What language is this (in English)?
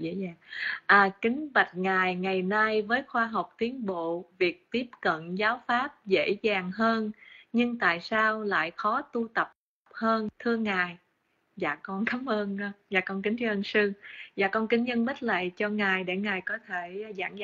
Vietnamese